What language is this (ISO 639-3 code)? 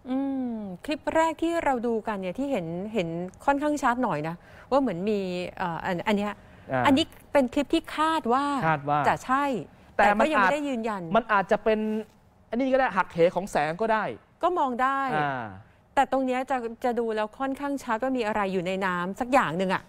tha